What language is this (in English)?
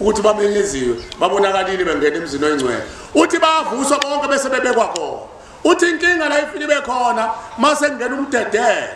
Zulu